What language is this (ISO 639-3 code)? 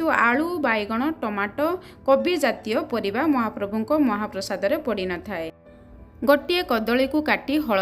ori